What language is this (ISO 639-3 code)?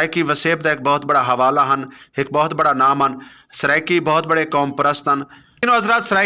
skr